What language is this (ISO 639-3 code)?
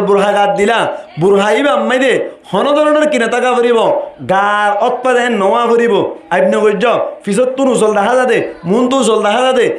rhg